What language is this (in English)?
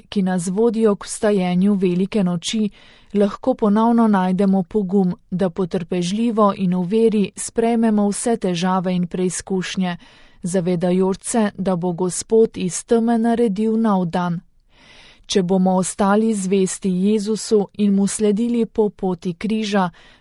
Slovenian